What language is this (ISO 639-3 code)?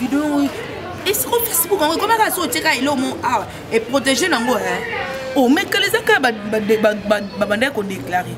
lin